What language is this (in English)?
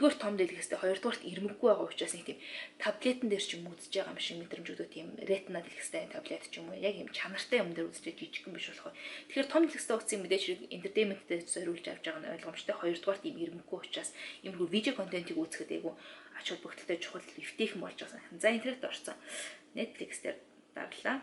Mongolian